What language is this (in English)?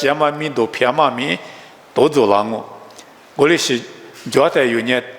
Lisu